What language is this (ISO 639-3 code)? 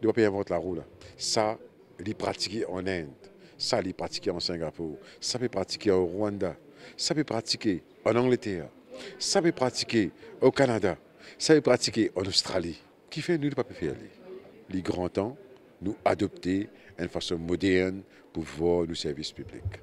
mfe